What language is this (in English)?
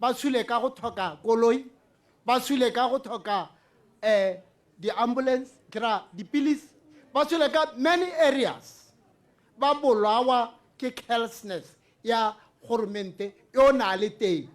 Tswana